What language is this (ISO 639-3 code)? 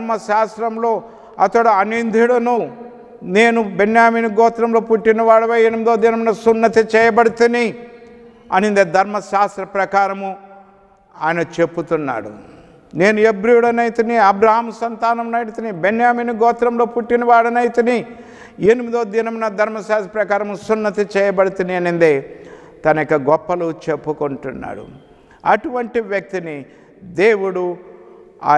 tel